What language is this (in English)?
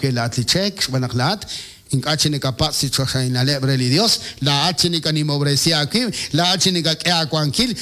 Kekchí